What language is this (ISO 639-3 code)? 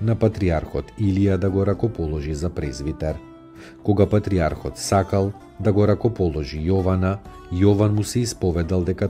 mkd